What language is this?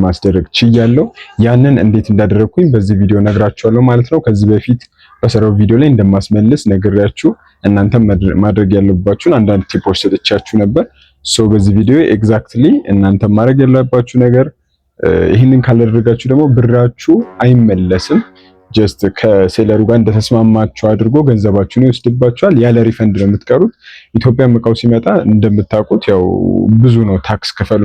Amharic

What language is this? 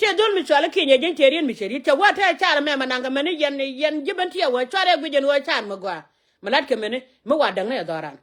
Nuer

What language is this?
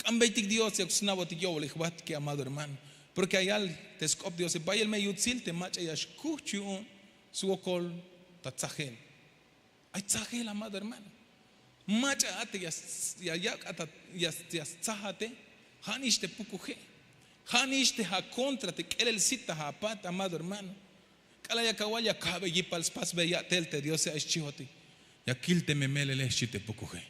Tzeltal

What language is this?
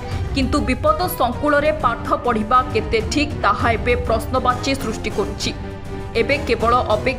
Odia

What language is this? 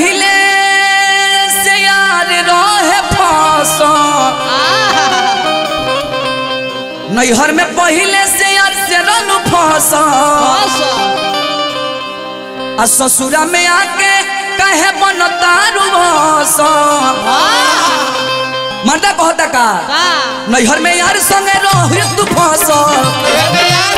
Bhojpuri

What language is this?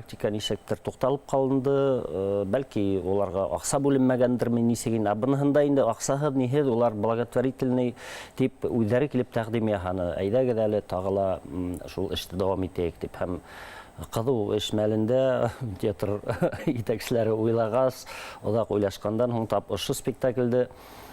Bashkir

